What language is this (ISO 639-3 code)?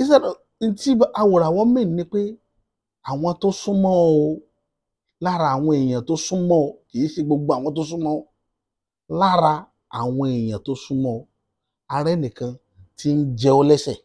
yor